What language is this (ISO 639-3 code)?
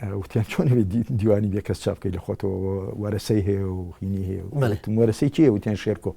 ckb